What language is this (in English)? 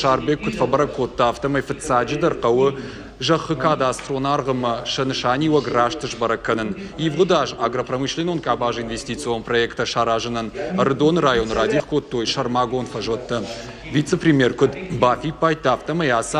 Ossetic